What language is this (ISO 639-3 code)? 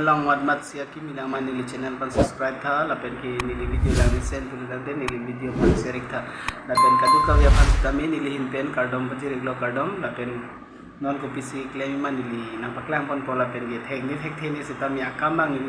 mjw